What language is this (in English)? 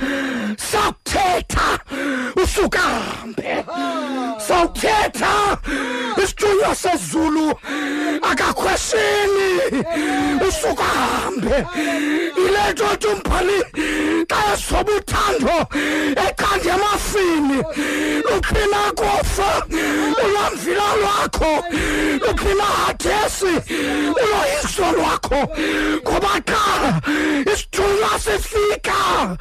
Xhosa